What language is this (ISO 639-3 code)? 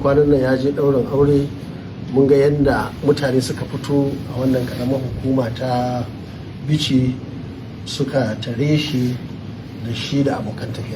hau